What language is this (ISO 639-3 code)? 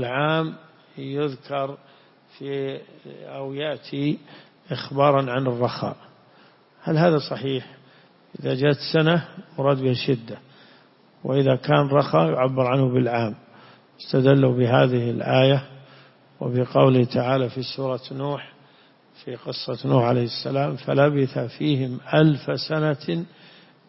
ara